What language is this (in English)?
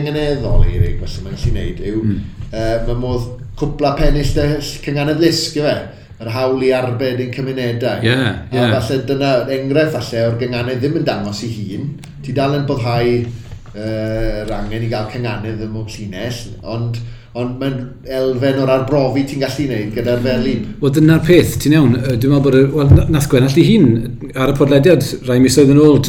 Welsh